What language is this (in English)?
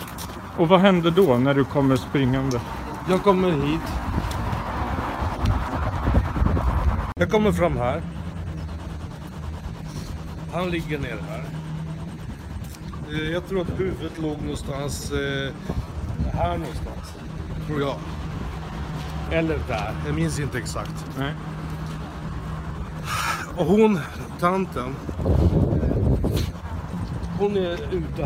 Swedish